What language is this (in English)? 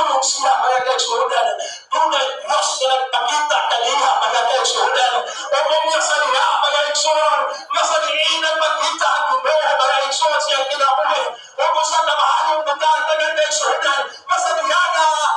Cebuano